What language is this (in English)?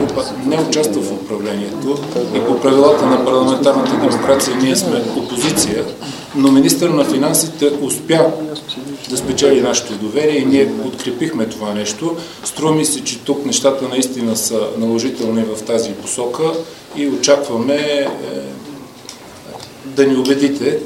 Bulgarian